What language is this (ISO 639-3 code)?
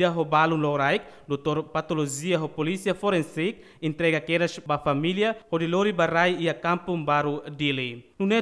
tet